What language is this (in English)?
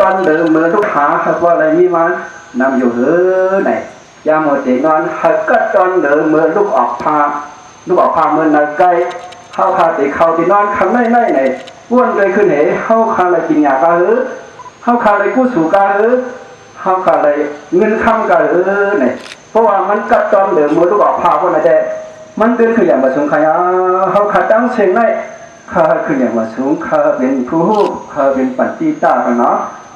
Shan